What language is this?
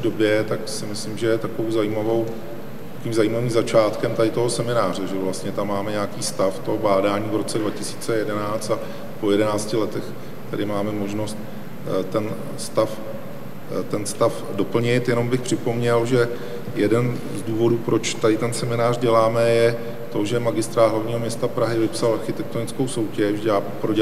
Czech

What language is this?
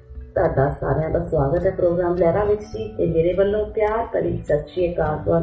Punjabi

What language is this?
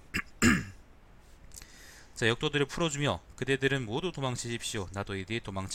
Korean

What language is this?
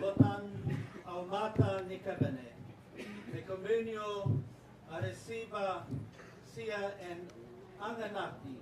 Gilbertese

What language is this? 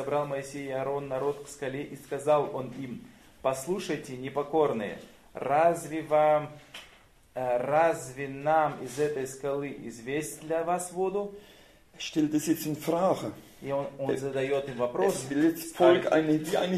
Russian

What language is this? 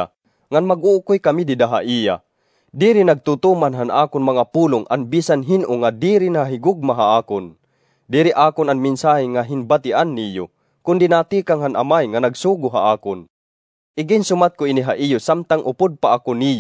Waray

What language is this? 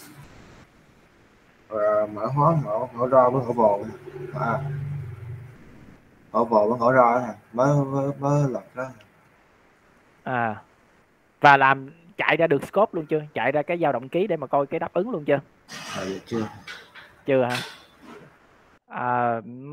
Vietnamese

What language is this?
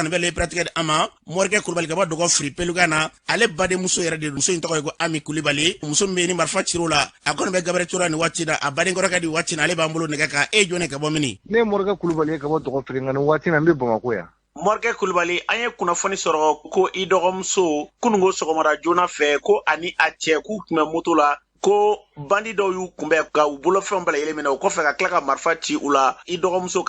Bambara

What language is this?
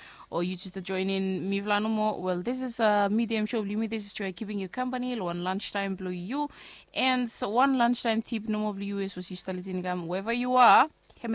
Bislama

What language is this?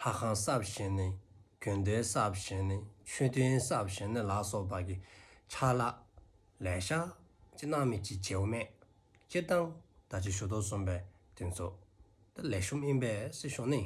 Dzongkha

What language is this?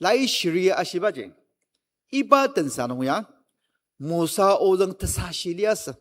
Ao Naga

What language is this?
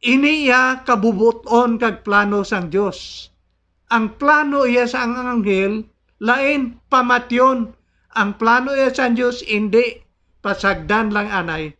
Hiligaynon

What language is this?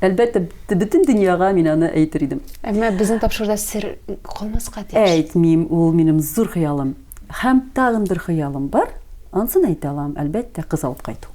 Tatar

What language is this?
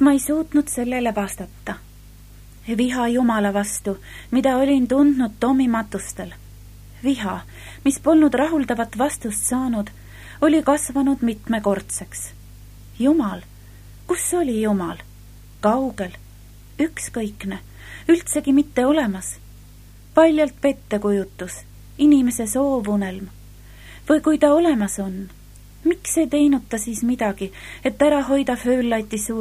Estonian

